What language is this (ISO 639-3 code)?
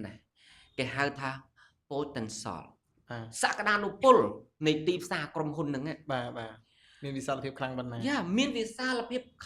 khm